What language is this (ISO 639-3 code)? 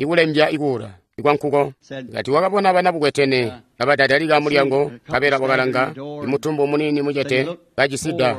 toi